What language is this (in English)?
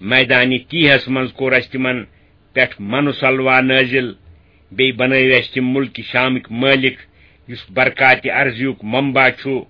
Kashmiri